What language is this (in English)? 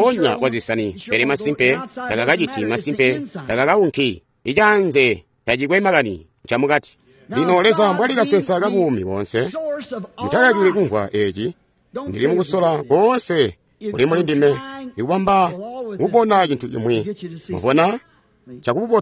Tonga (Zambia)